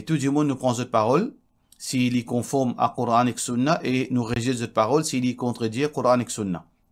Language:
Morisyen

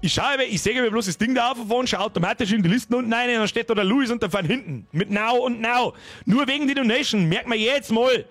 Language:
Bavarian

